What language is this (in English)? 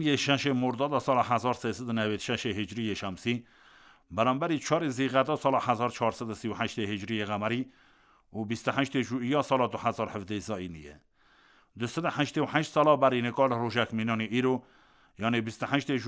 Kurdish